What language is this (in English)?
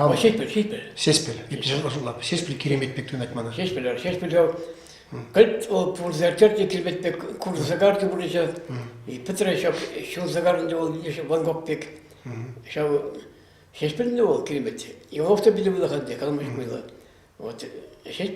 Chuvash